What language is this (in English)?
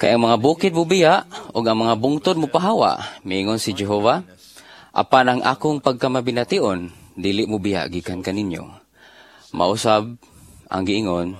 Cebuano